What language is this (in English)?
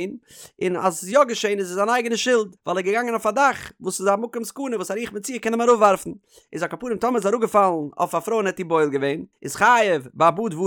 Yiddish